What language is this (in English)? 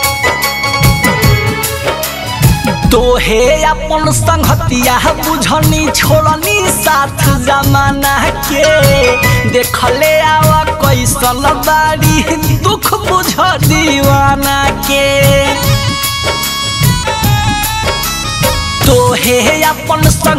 Bhojpuri